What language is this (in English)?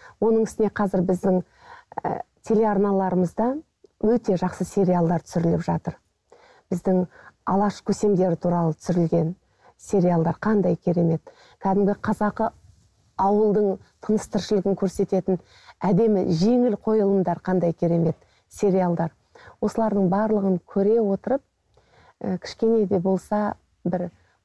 Kazakh